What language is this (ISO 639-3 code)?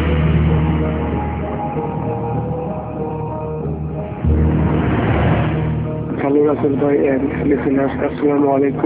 ben